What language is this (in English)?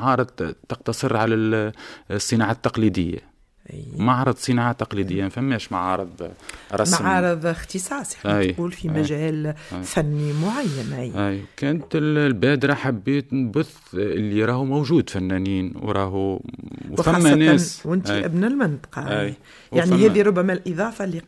Tunisian Arabic